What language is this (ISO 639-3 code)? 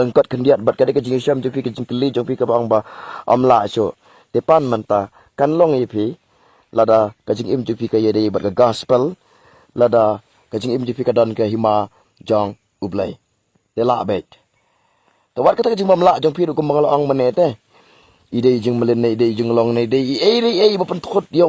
kha